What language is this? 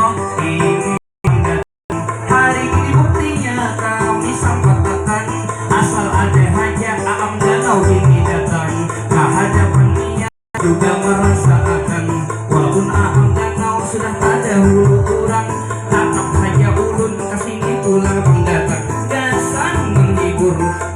Banjar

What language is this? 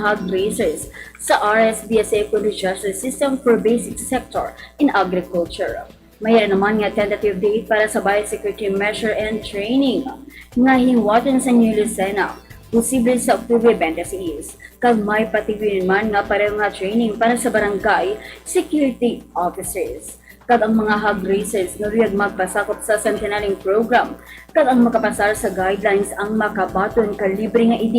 Hiligaynon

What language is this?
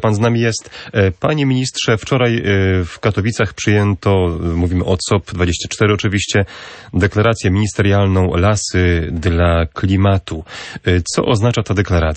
Polish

